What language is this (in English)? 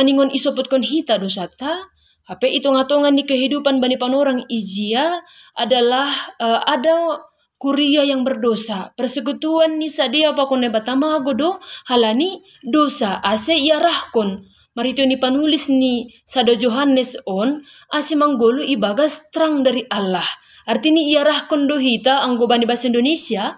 Batak Simalungun